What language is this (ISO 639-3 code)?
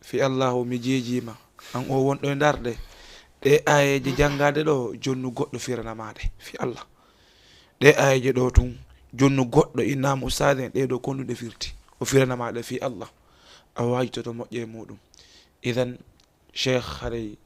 ful